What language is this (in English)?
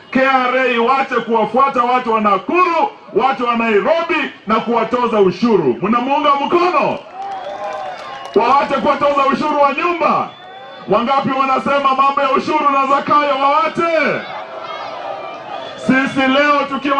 Swahili